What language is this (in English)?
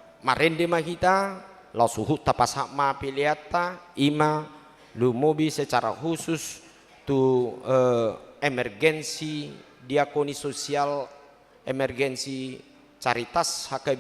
Batak Toba